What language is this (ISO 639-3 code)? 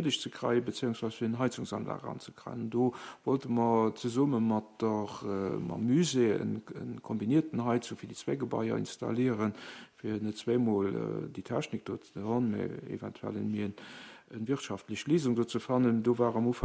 ltz